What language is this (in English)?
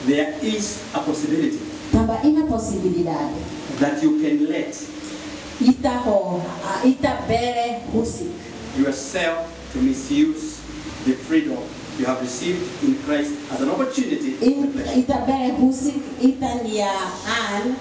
Tetum